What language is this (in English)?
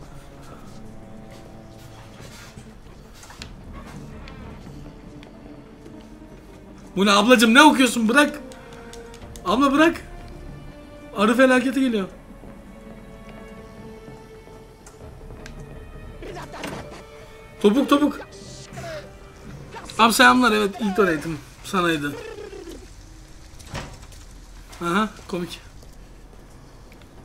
Turkish